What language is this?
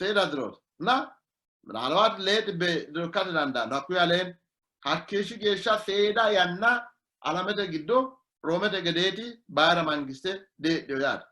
Sidamo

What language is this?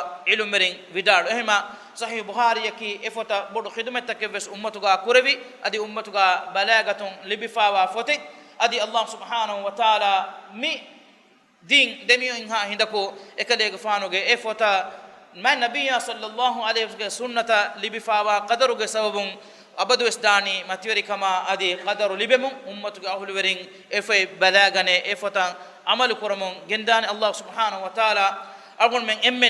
Divehi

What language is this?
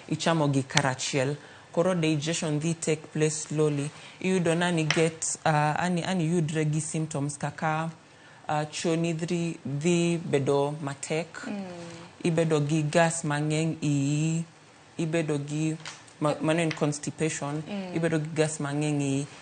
Luo (Kenya and Tanzania)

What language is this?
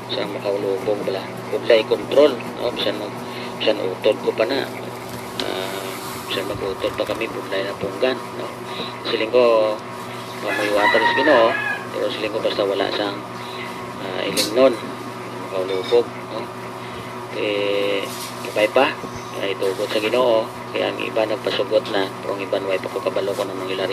Hiligaynon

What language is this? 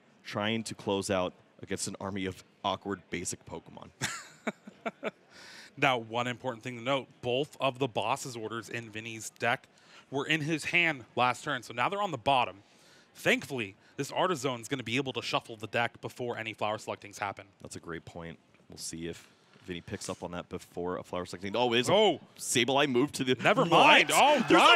English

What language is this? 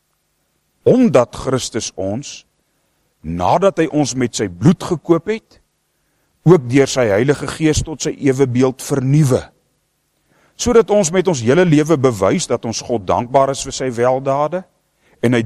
Afrikaans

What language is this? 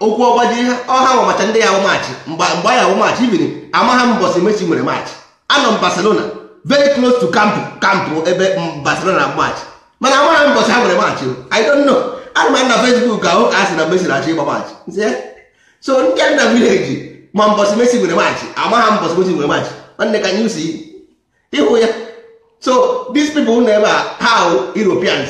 Igbo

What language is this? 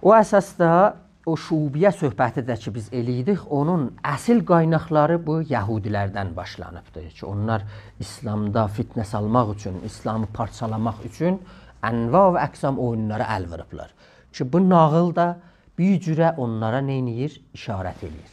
South Azerbaijani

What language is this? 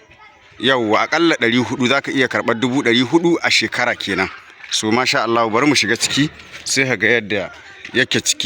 Hausa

